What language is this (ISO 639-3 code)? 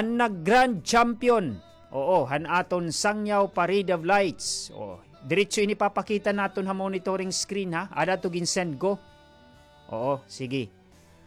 war